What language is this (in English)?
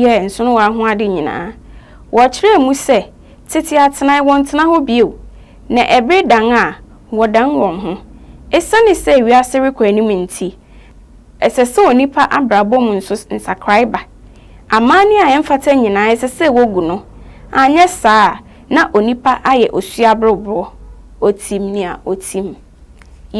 Akan